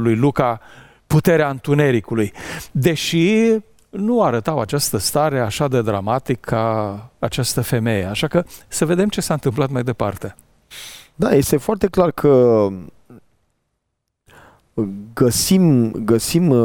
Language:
Romanian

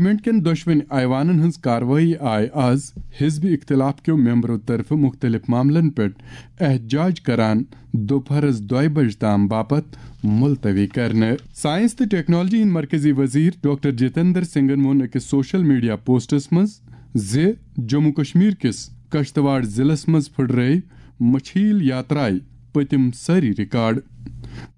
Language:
Kashmiri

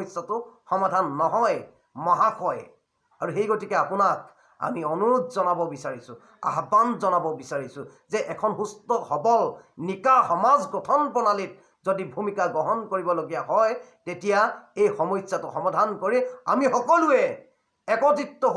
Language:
Assamese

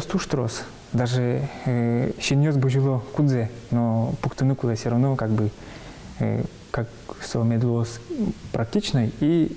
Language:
Udmurt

